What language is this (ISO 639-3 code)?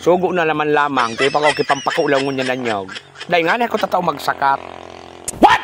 bik